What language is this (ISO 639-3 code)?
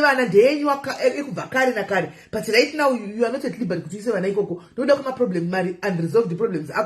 sna